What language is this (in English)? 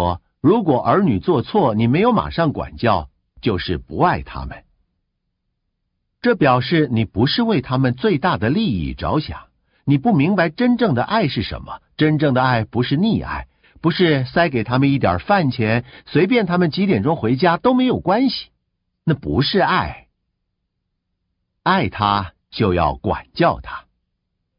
Chinese